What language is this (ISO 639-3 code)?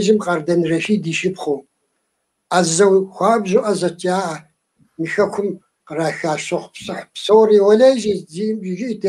kbd